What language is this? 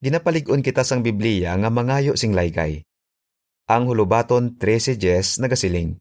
Hiligaynon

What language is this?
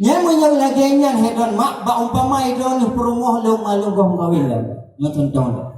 Achinese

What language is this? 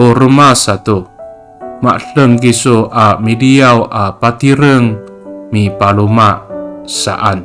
Amis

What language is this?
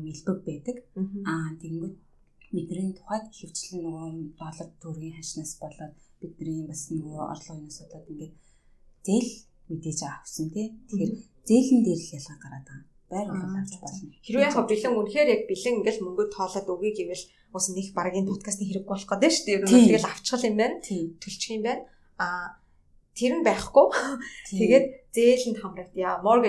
Mongolian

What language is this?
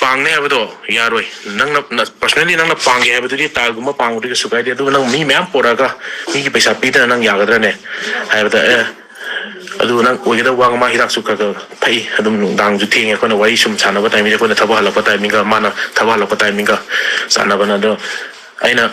Manipuri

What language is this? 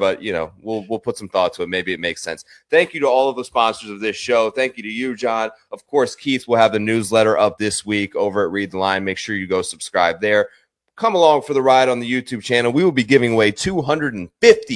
English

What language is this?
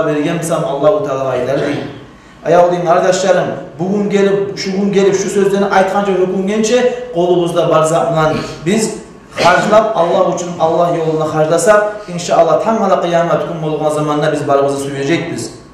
Kumyk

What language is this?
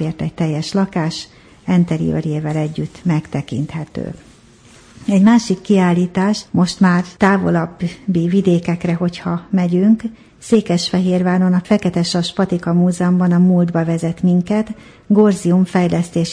Hungarian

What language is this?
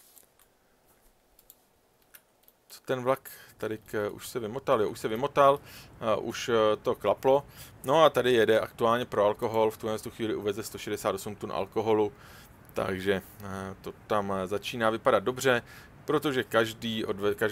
Czech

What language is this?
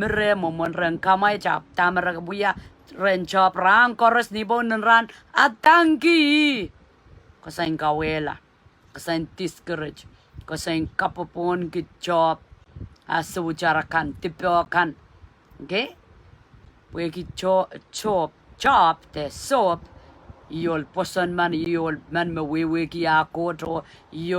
Pohnpeian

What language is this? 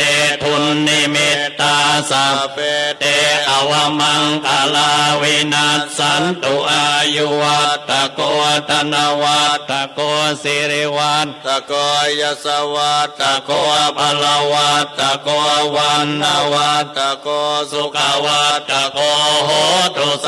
Pali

